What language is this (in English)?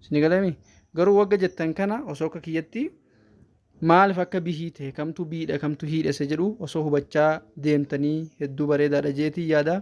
Oromo